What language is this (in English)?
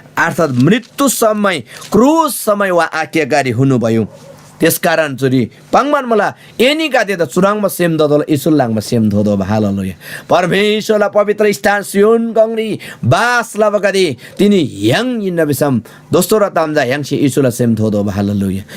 Eastern Tamang